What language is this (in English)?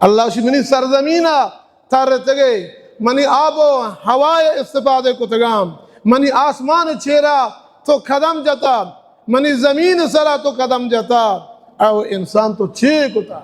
Baluchi